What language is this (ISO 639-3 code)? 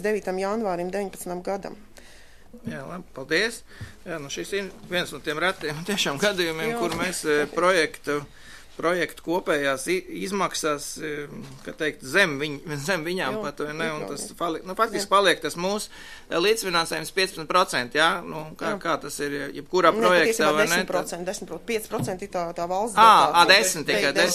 lav